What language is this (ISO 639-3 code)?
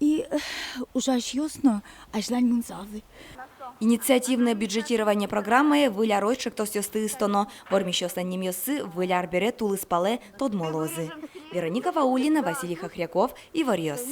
udm